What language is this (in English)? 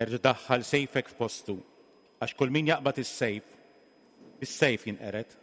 Maltese